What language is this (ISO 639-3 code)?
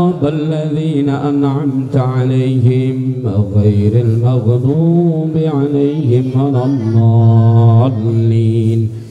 ara